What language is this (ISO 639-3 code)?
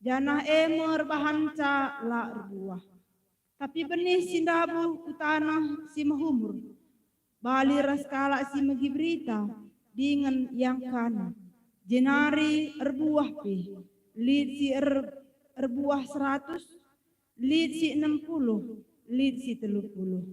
btx